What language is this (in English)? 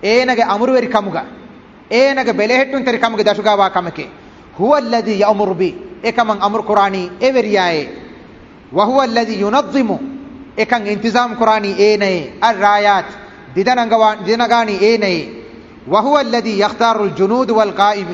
Divehi